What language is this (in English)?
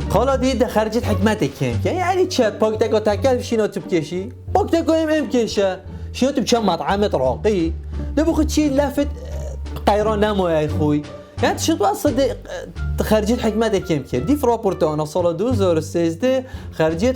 Kurdish